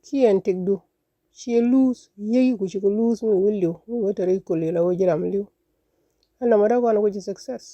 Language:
Nuer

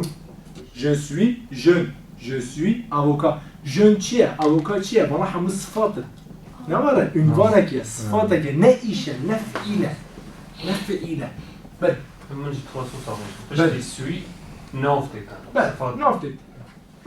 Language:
Kurdish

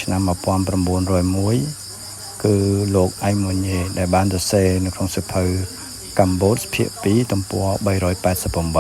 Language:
Khmer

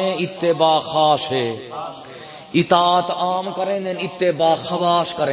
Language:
Saraiki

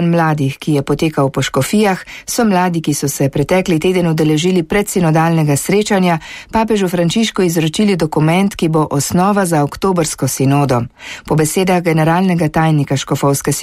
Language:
Slovenian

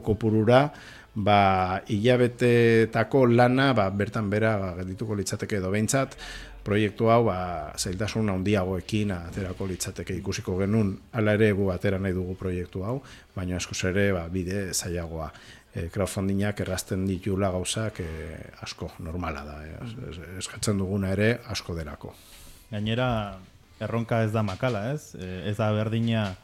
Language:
Basque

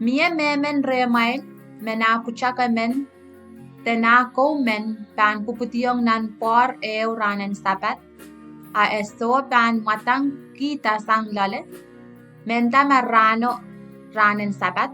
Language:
Pohnpeian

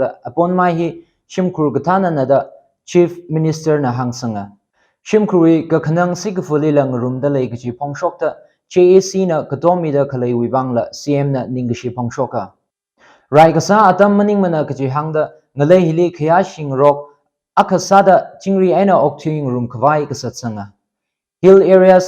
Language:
Tangkhul Naga (India)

